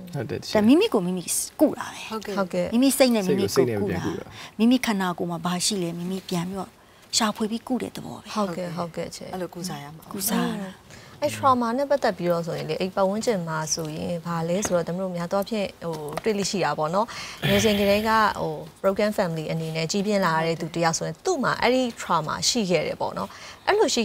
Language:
Burmese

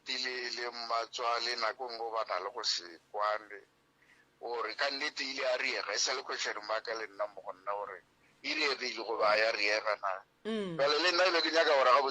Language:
Northern Sotho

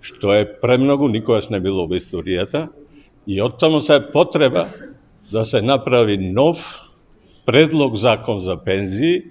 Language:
Macedonian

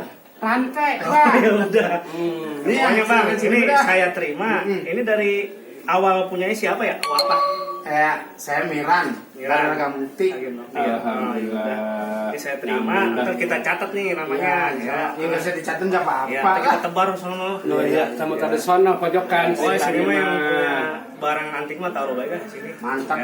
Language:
Betawi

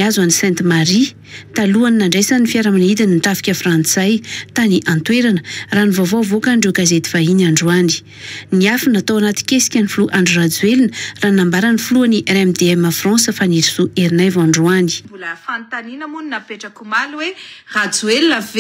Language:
Malagasy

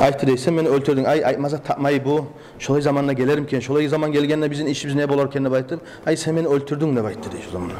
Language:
Kumyk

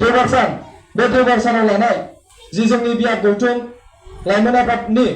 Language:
Bodo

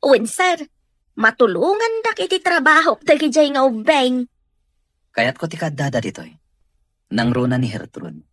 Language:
Iloko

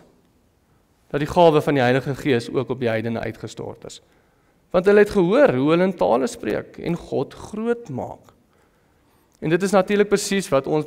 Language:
Afrikaans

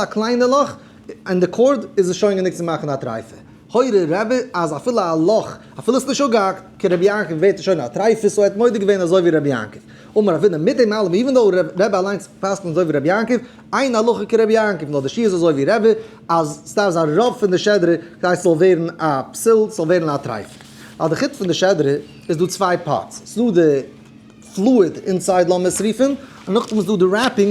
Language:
Yiddish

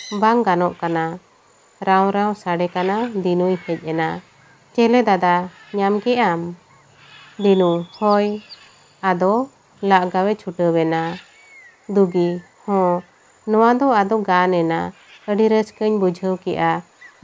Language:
Santali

